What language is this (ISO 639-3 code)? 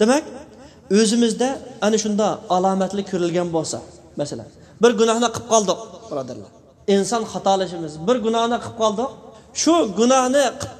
uig